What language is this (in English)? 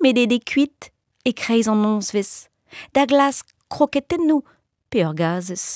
Breton